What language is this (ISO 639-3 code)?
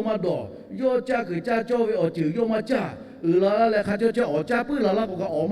lhu